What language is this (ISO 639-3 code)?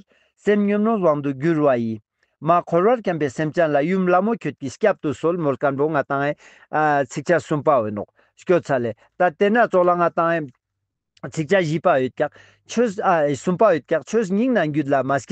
lbj